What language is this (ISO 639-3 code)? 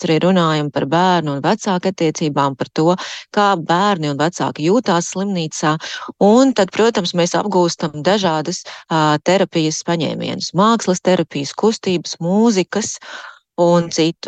lav